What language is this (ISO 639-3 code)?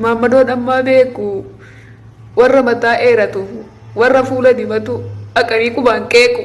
orm